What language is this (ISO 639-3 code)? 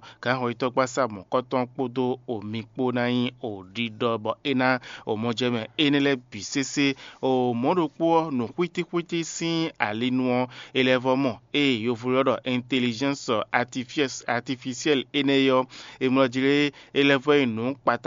fon